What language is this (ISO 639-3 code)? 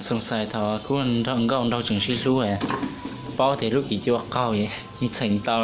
hmn